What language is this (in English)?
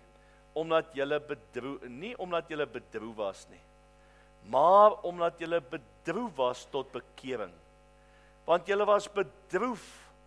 Afrikaans